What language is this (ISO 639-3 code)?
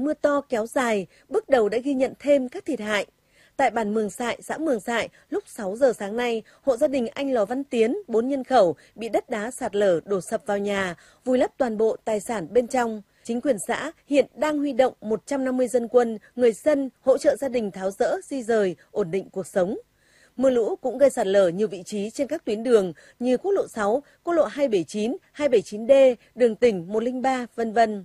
vie